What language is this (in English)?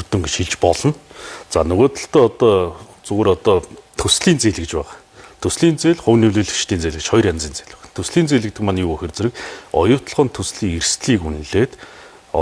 Mongolian